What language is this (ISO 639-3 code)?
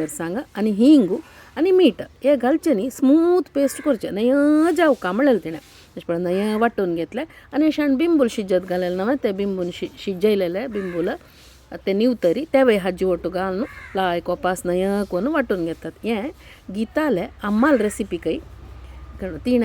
kok